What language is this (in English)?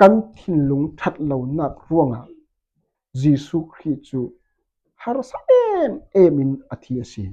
Falam Chin